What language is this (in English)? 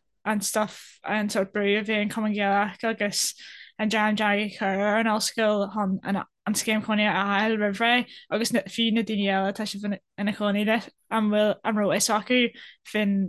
Irish